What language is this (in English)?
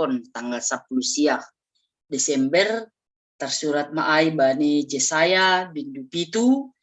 Batak Simalungun